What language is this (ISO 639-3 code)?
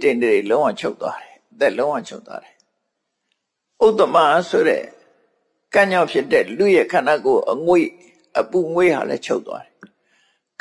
mya